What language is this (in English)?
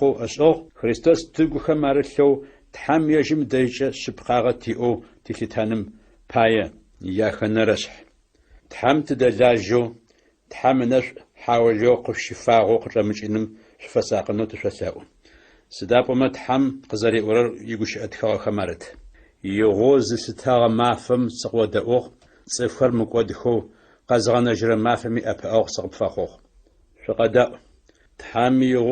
Adyghe